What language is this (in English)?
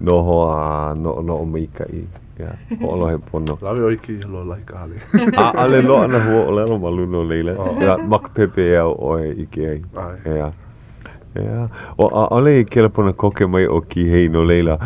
Hawaiian